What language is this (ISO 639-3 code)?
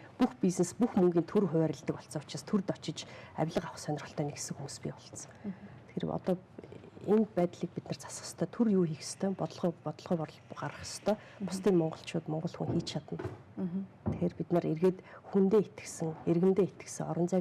mon